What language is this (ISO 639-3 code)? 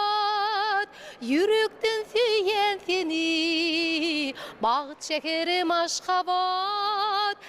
tuk